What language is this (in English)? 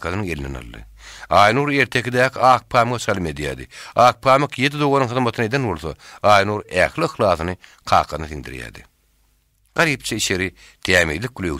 Turkmen